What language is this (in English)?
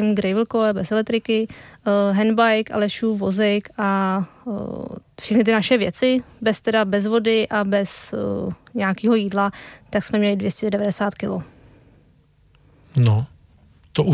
Czech